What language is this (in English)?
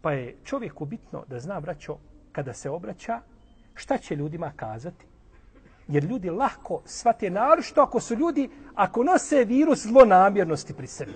Bosnian